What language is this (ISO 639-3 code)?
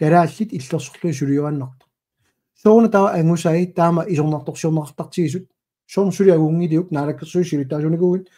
kal